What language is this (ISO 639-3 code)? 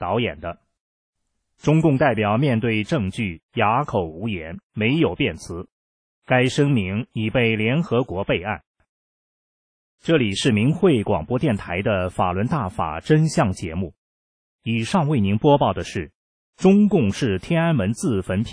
zho